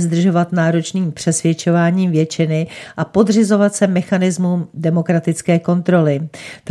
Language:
Czech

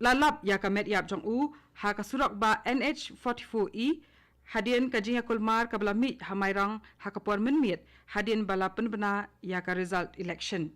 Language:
Khasi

